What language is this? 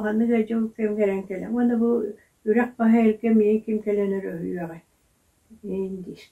Yakut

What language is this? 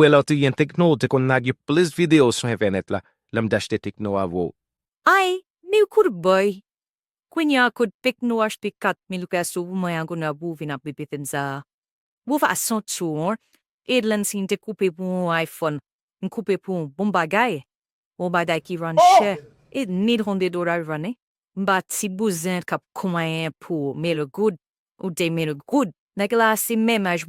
Haitian Creole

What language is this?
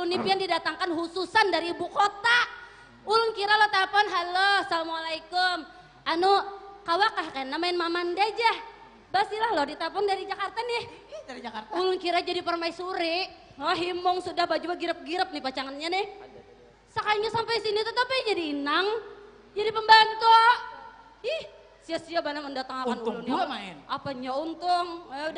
Banjar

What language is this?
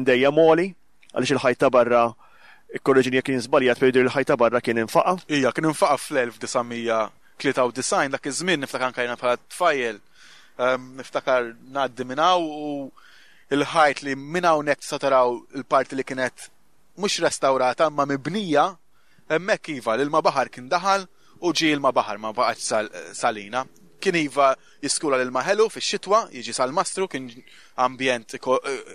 Maltese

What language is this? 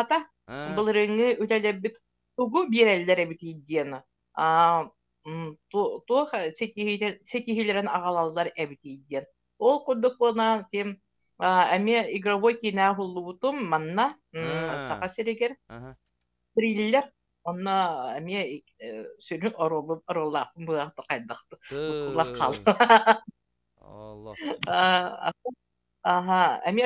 Yakut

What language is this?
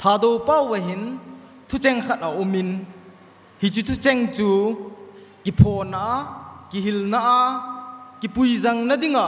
Thado Chin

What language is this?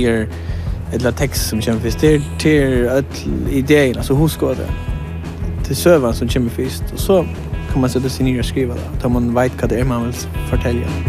Faroese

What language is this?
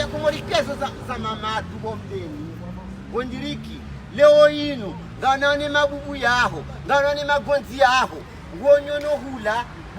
Ngazidja Comorian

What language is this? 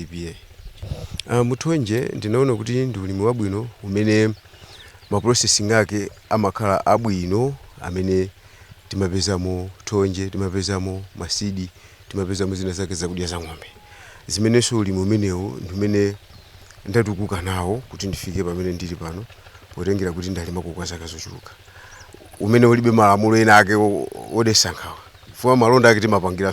Nyanja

